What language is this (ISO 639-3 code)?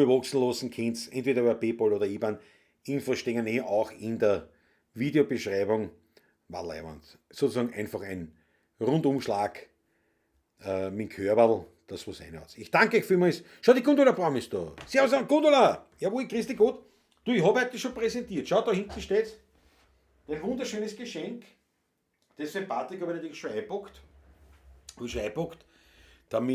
bar